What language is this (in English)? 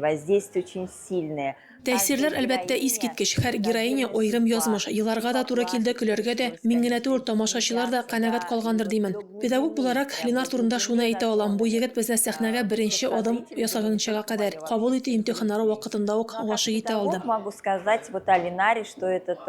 Tatar